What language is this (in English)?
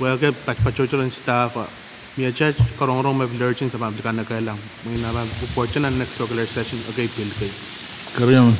Pohnpeian